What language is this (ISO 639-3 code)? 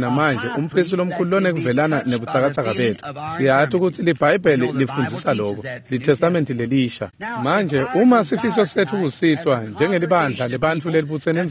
ssw